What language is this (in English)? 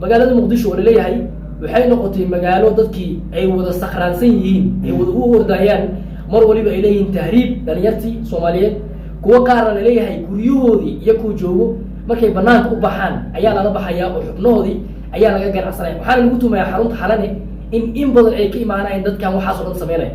Somali